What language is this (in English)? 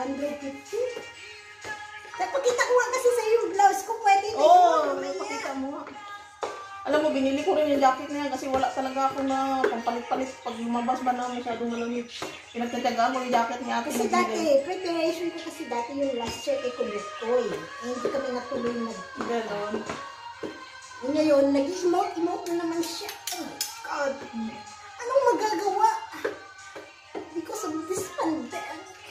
Filipino